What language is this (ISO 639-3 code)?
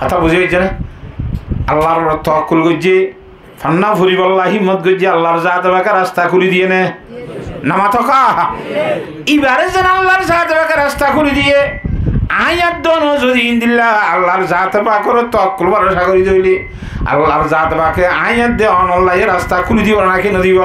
rhg